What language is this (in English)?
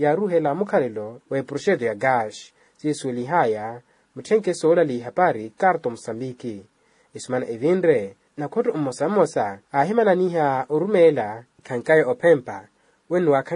Makhuwa